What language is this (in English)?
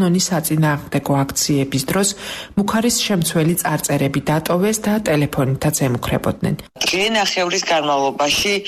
Georgian